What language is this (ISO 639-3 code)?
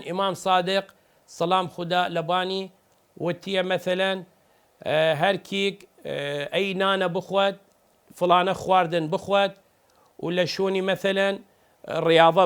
sdh